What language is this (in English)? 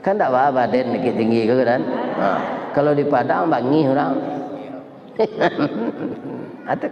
Minangkabau